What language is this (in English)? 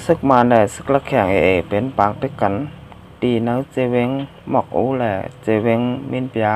Shan